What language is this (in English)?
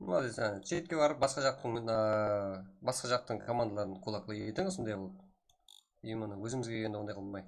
Kara-Kalpak